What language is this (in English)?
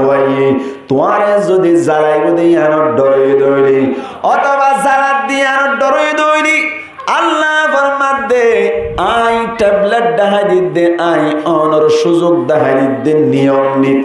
Rohingya